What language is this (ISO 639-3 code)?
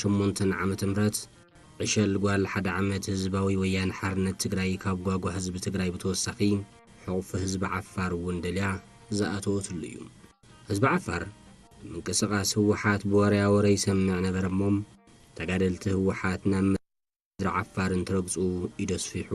tir